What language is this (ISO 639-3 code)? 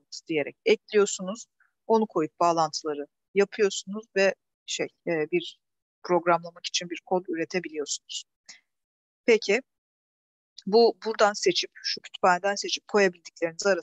tur